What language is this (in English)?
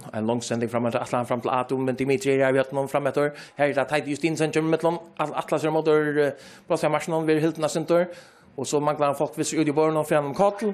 Faroese